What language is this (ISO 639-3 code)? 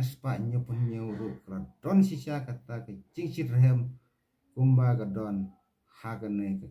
kha